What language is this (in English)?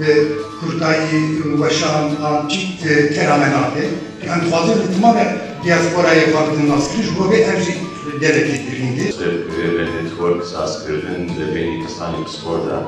Kurdish